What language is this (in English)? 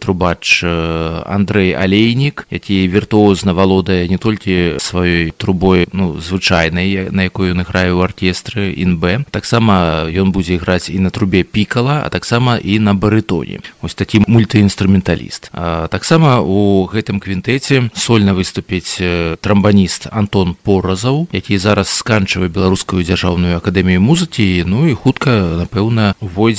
Belarusian